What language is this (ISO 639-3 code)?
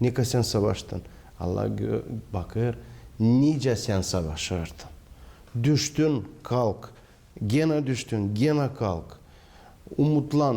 gag